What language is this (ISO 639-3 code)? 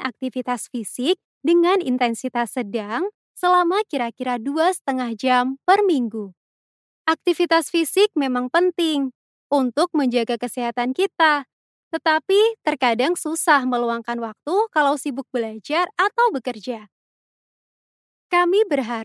ind